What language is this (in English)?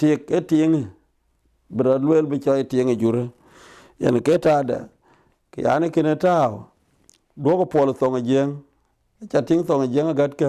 Dinka